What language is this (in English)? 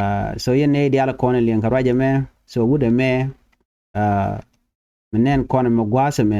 Nuer